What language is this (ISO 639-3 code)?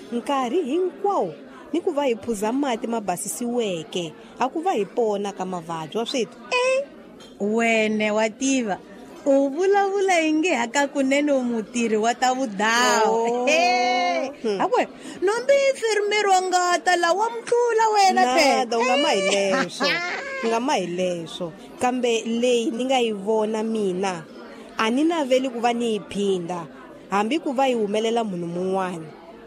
tso